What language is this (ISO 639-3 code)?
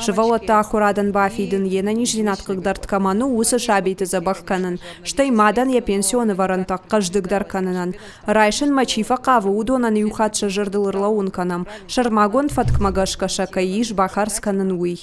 oss